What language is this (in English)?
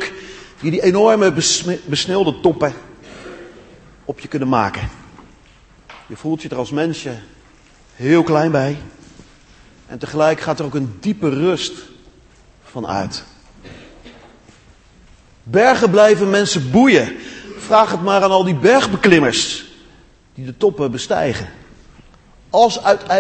Dutch